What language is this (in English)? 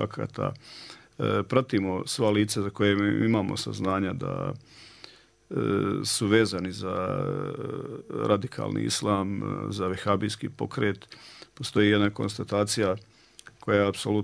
Bosnian